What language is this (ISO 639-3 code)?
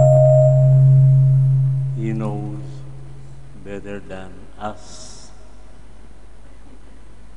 fil